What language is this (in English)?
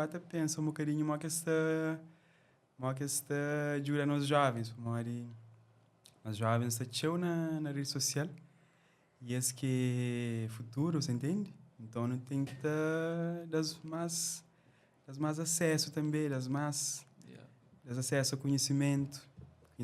Kabuverdianu